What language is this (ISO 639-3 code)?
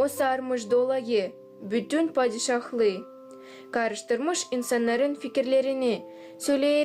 gag